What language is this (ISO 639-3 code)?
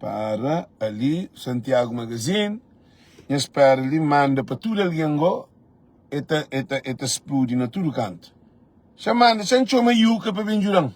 kea